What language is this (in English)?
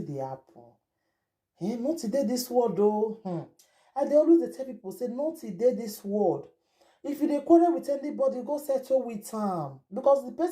Nigerian Pidgin